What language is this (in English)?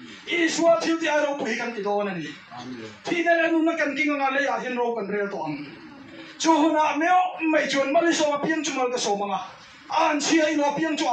Mizo